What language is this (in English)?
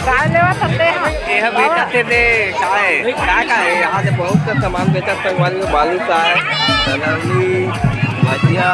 Chhattisgarhi